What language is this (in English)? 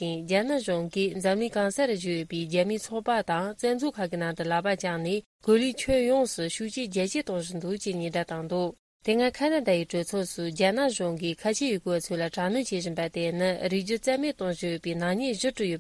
Tibetan